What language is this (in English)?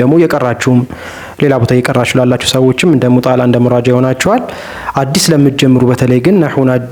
Amharic